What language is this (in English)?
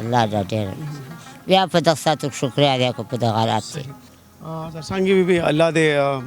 Pashto